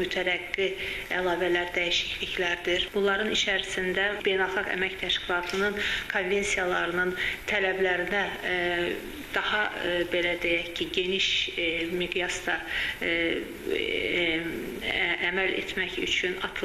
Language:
Azerbaijani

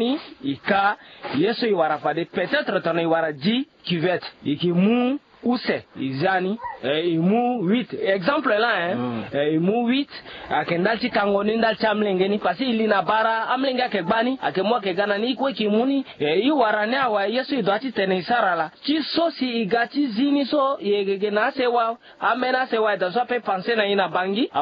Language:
Sango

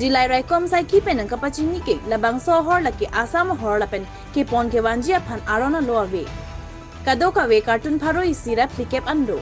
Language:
Karbi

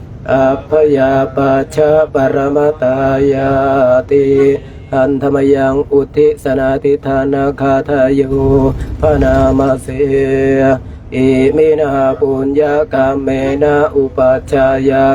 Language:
Pali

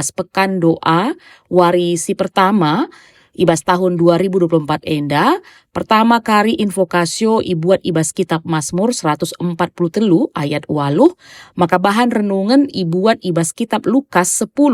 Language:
Batak Karo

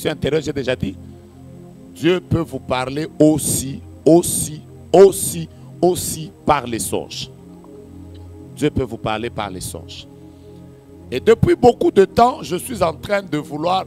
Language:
French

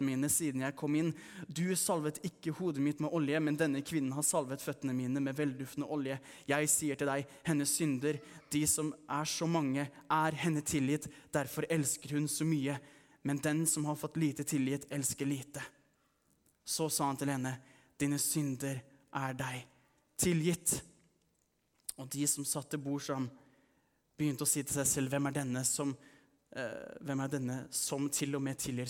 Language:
Norwegian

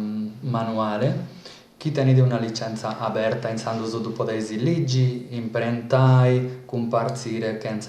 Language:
Sardinian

